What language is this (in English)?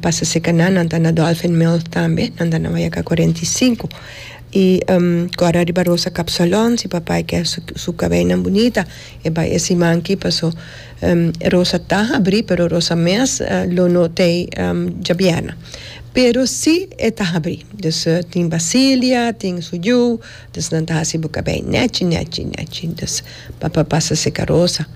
Papiamento